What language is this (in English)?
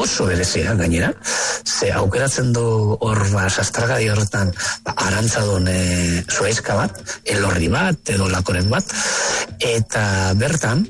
Basque